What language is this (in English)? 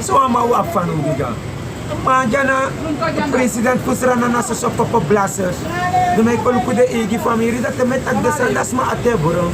Sranan Tongo